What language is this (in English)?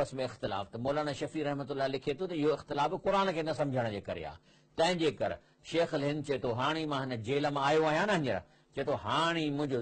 Sindhi